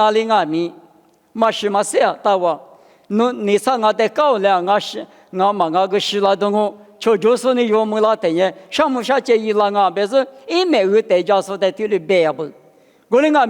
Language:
Lisu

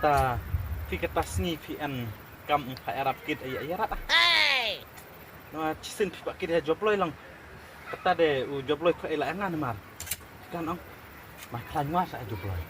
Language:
Khasi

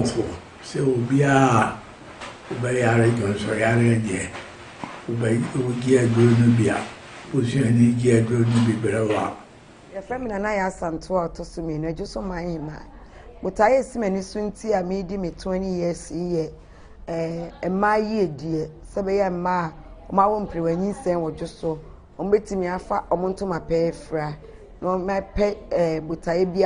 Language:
Akan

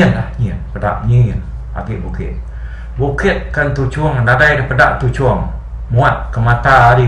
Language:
Iban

